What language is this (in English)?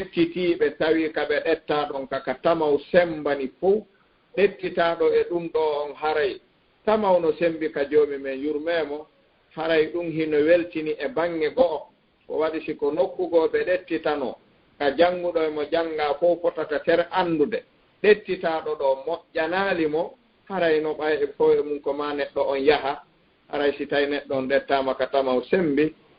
Fula